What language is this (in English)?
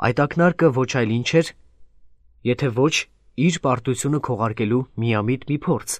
Armenian